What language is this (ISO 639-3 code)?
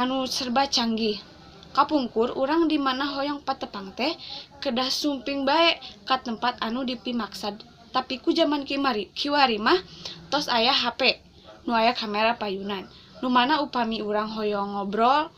sun